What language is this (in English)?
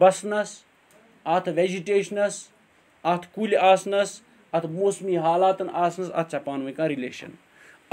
Kashmiri